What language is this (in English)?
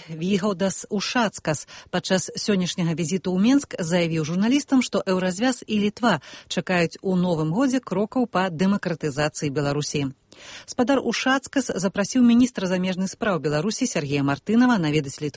Belarusian